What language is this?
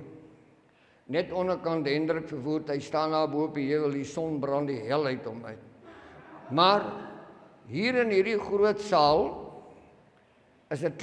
Afrikaans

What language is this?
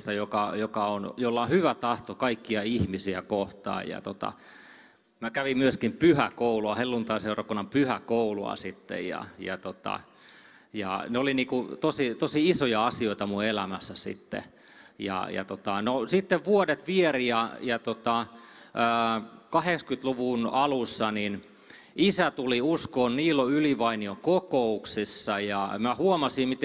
Finnish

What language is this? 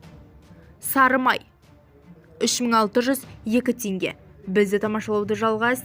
Kazakh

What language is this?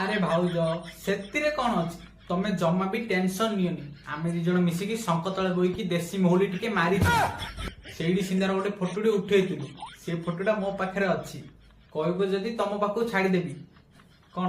Odia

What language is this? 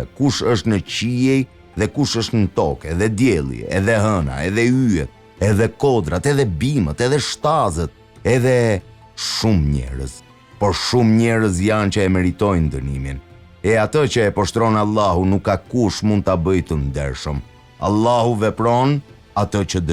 Albanian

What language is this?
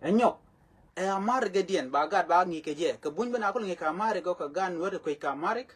Nuer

